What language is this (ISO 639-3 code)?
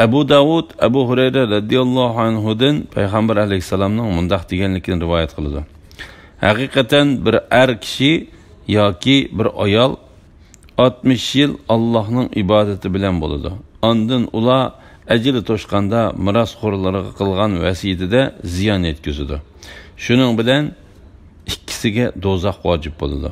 uig